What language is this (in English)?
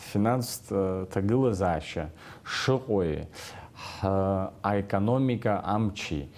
Abkhazian